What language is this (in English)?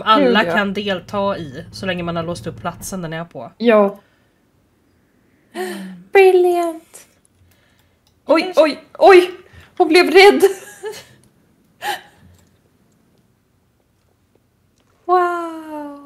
Swedish